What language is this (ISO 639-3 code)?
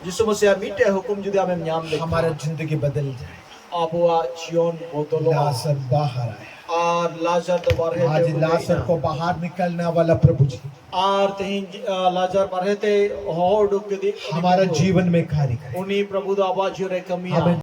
sat